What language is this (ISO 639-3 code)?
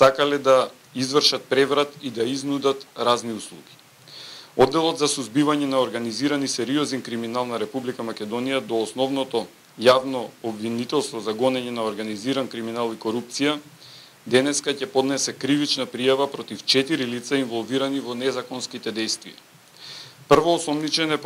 mkd